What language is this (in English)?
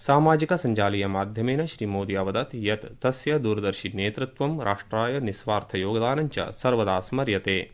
Sanskrit